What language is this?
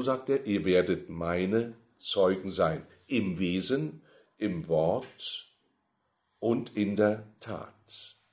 German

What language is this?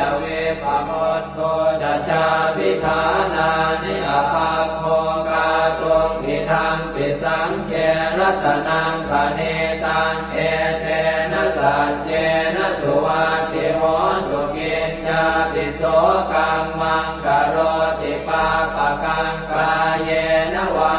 Pali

